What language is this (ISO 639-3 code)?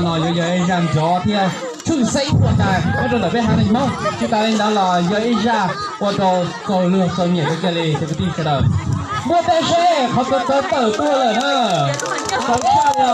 hmn